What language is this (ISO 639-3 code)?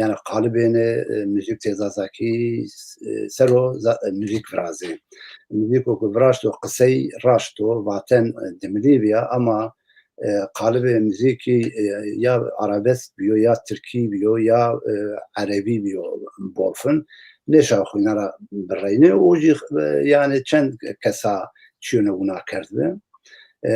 zza